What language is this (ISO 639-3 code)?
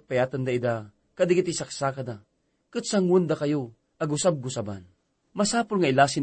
ilo